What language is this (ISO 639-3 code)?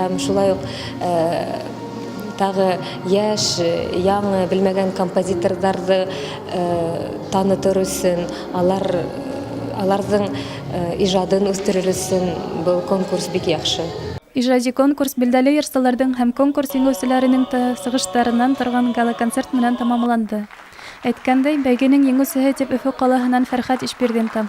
bak